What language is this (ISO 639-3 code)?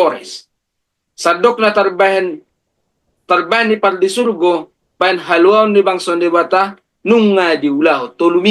bbc